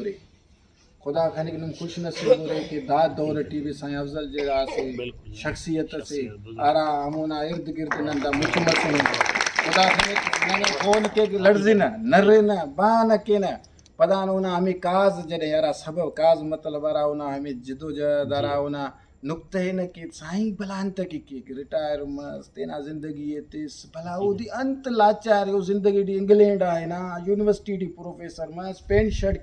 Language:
Brahui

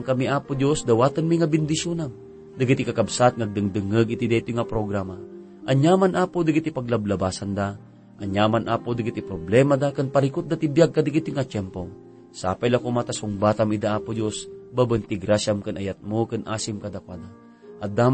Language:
Iloko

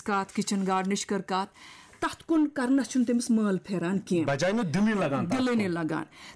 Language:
Kashmiri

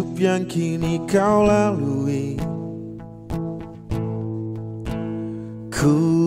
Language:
Indonesian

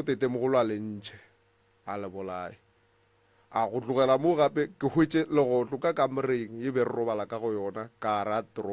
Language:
Northern Sotho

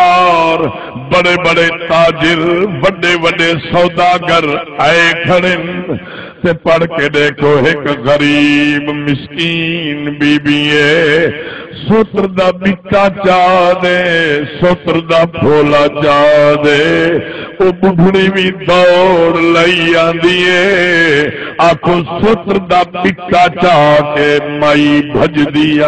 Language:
Saraiki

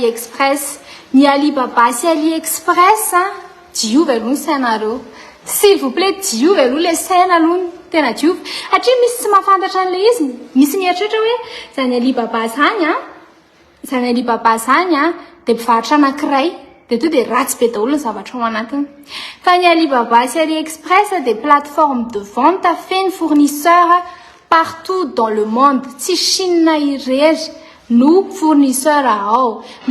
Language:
Malagasy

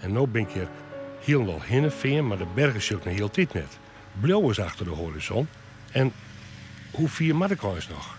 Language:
Western Frisian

